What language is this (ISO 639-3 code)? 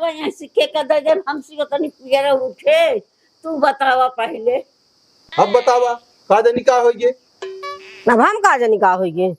awa